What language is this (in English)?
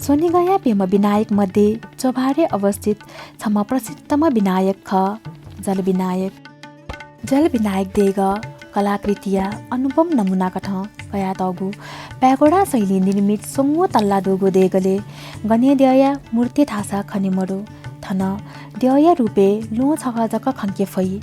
Newari